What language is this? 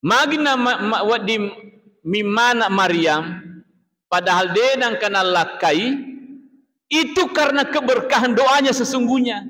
Buginese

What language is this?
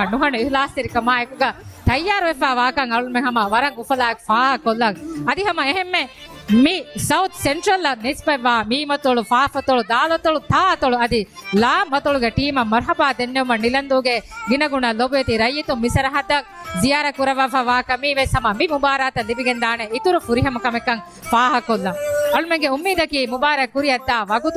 Divehi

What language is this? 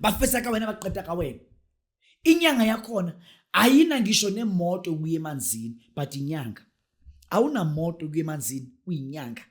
Zulu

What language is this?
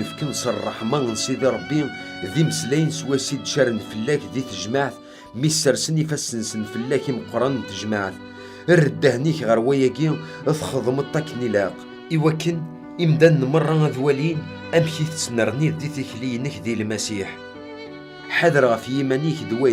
Kabyle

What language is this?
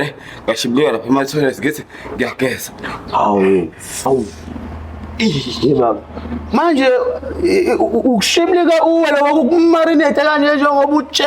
Zulu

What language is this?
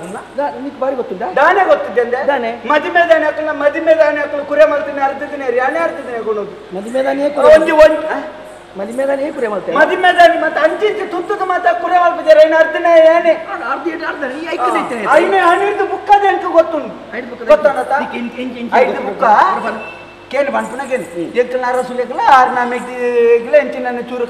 Tulu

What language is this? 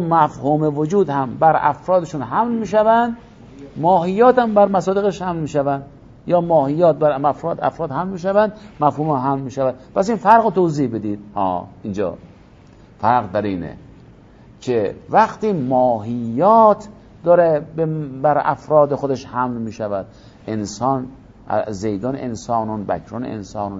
Persian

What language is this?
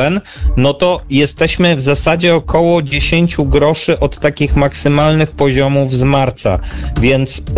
Polish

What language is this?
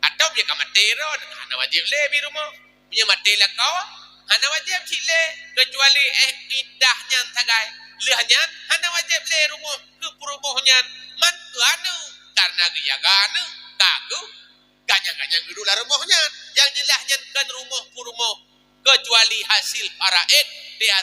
Achinese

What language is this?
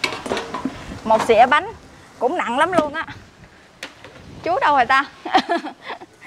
Vietnamese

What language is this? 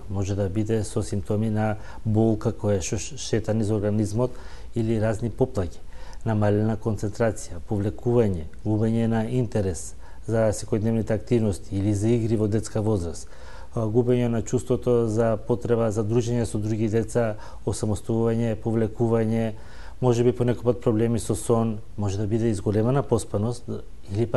Macedonian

